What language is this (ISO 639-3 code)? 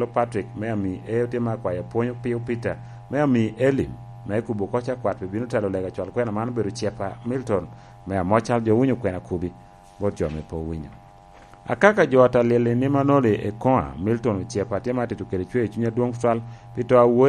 laj